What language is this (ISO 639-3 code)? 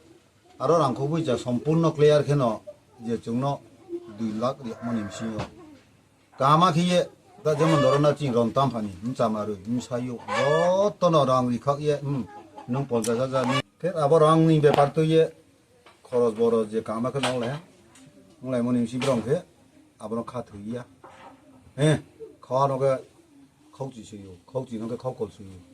ria